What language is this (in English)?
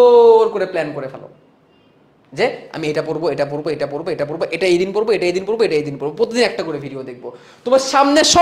Bangla